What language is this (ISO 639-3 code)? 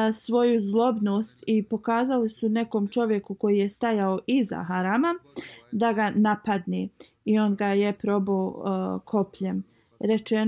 bos